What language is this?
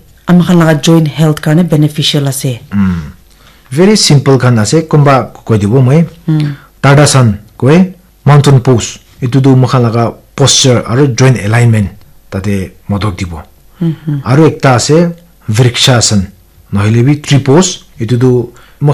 Naga Pidgin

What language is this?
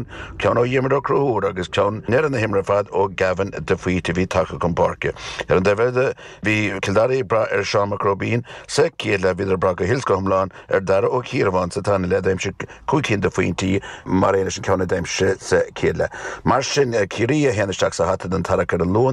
Irish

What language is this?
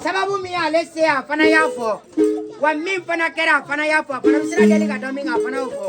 Bambara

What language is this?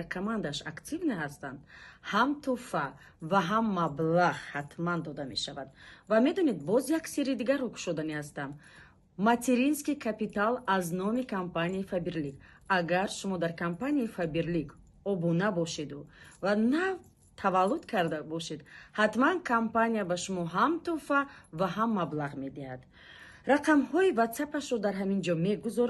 Tajik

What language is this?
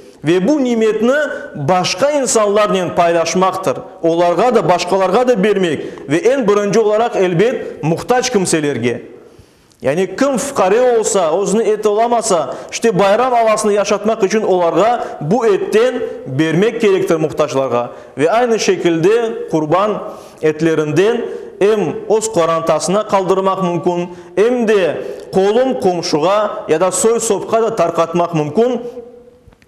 Crimean Tatar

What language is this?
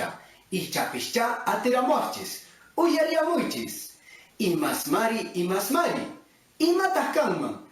Quechua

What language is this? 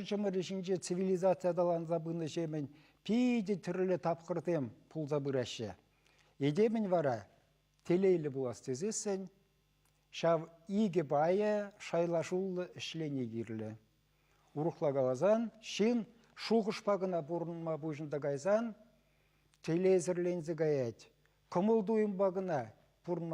Chuvash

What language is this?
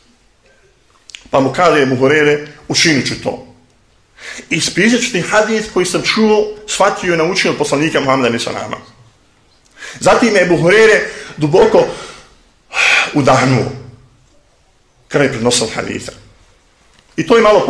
Bosnian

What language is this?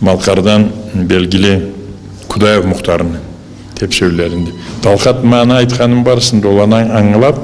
Karachay-Balkar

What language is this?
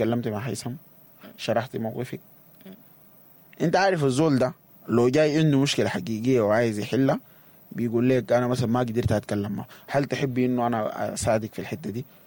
Sudanese Arabic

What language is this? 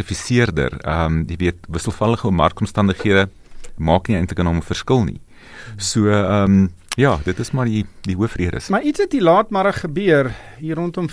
Afrikaans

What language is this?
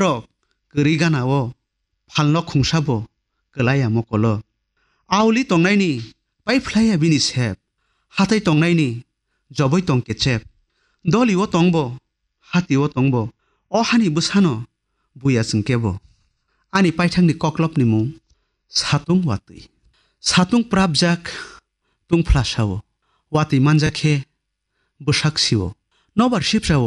Kok Borok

